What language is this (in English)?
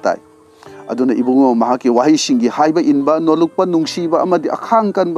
Manipuri